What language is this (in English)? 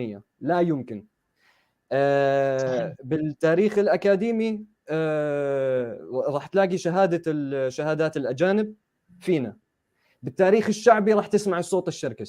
North Levantine Arabic